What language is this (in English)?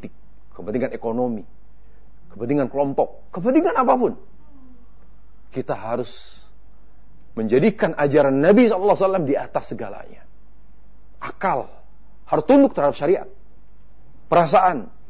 Indonesian